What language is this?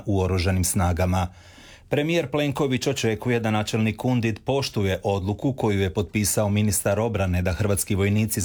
Croatian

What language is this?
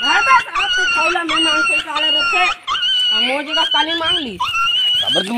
Chhattisgarhi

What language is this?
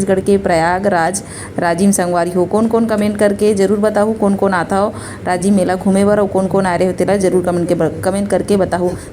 Chhattisgarhi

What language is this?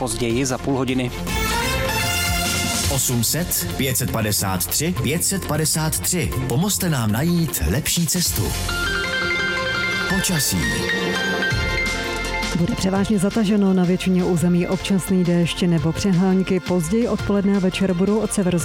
Czech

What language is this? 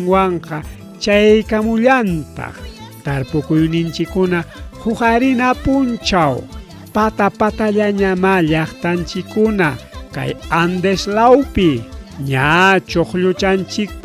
Ayacucho Quechua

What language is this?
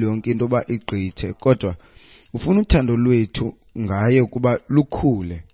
Xhosa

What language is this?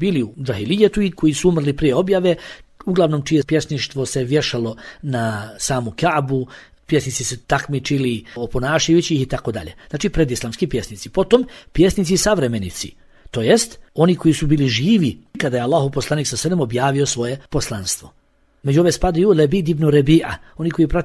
Bosnian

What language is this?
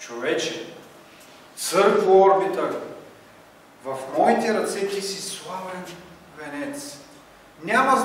Bulgarian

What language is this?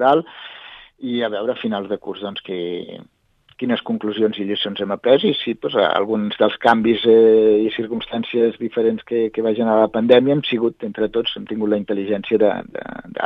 Catalan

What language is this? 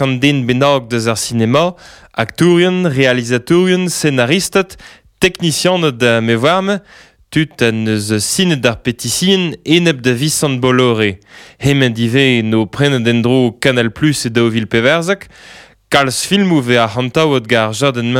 Breton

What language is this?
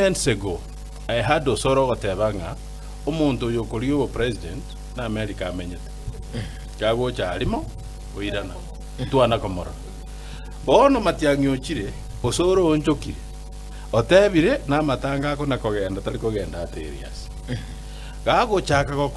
Gusii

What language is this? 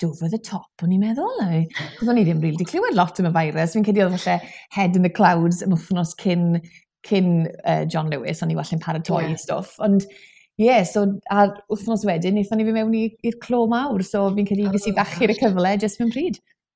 Welsh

